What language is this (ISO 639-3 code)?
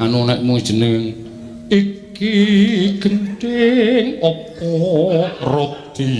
jav